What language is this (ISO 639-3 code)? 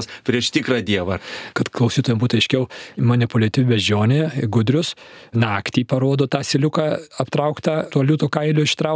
lit